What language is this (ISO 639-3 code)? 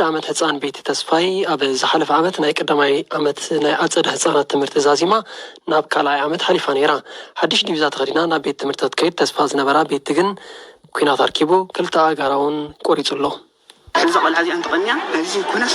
tir